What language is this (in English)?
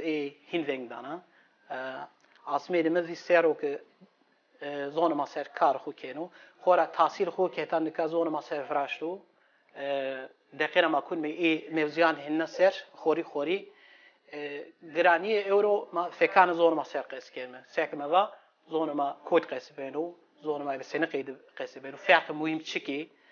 Zaza